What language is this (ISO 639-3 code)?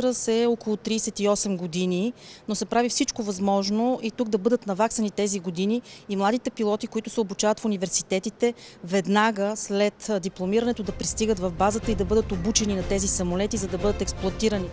bul